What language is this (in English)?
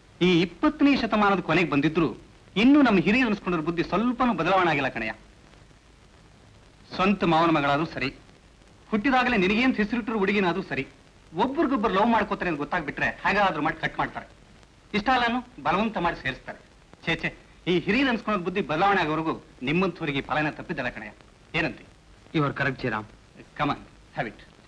Kannada